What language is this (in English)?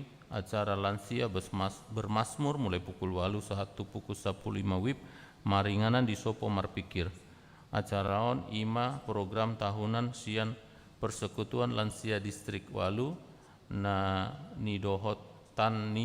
Batak Toba